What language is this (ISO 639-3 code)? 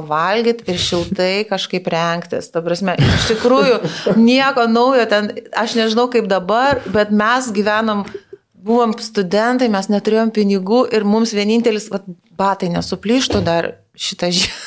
lit